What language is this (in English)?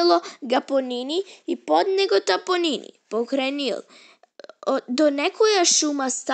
Macedonian